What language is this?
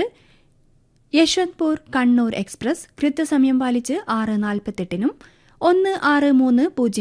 Malayalam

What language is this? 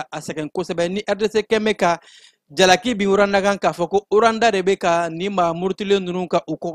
Bambara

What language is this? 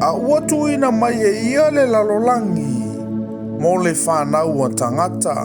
Samoan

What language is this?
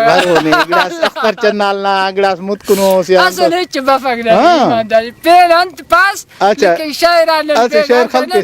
Brahui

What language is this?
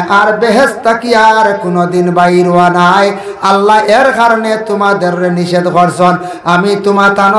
Sylheti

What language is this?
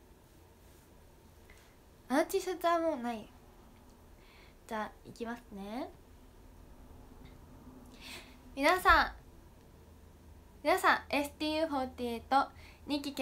Japanese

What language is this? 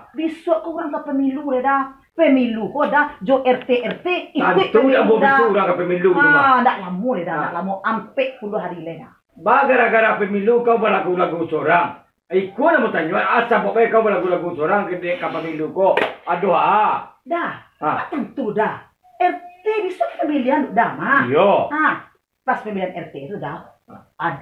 Minangkabau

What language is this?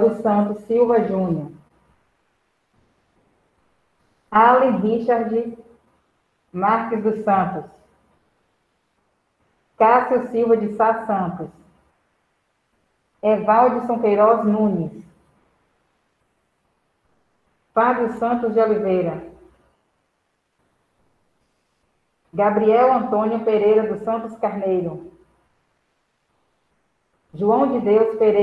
Portuguese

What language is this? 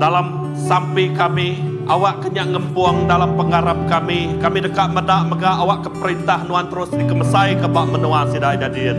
Iban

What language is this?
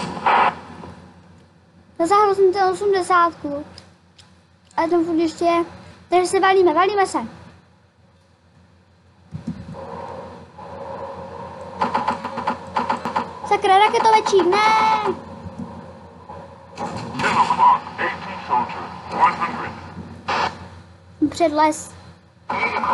Czech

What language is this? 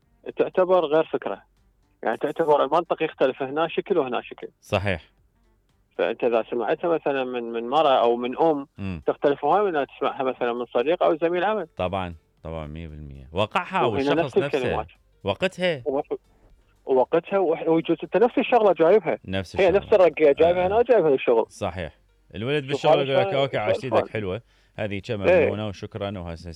Mesopotamian Arabic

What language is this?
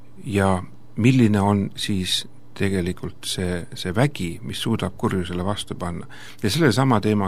Estonian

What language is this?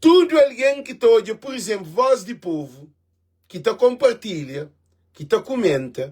Kabuverdianu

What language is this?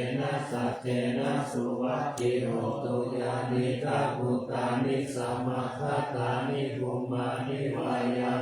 Pali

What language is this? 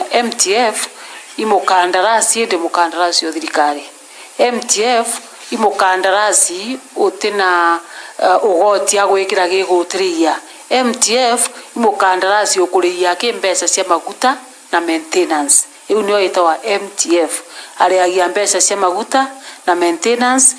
Meru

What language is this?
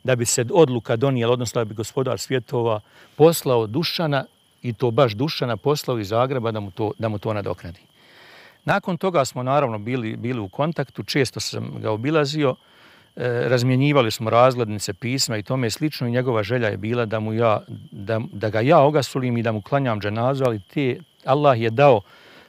Bosnian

